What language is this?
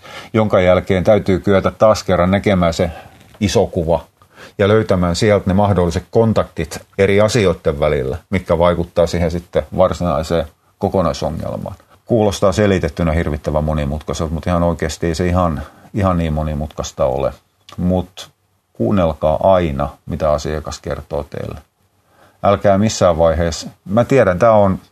Finnish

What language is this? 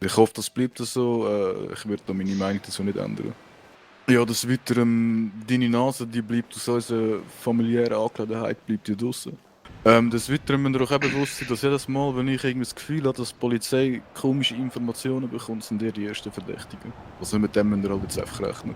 Swiss German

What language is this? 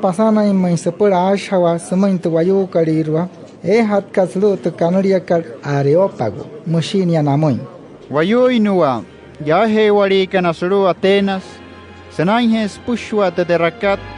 Wayuu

